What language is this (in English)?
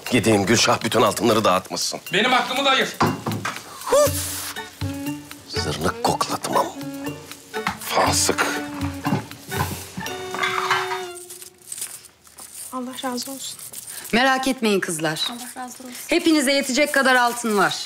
Turkish